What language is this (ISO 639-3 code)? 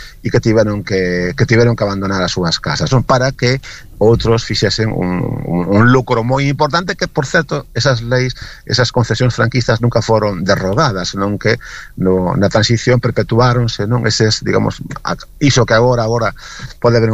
glg